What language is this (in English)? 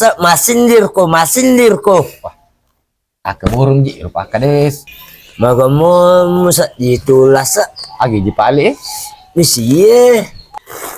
Buginese